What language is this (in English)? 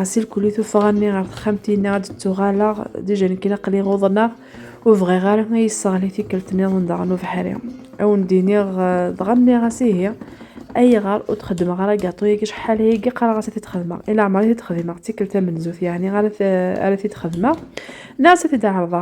Kabyle